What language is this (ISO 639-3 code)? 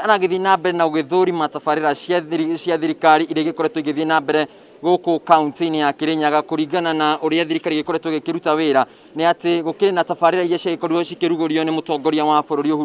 kik